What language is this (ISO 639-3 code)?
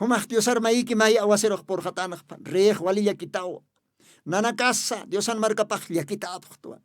aym